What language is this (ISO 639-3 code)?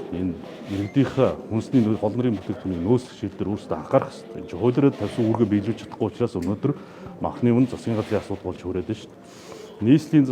mon